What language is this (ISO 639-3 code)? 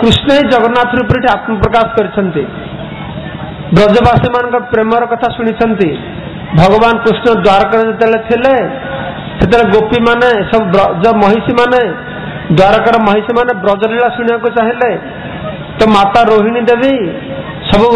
ori